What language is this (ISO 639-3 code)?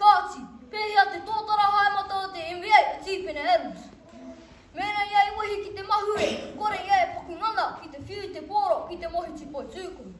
mri